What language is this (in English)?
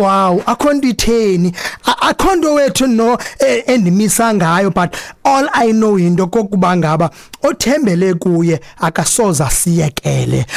Xhosa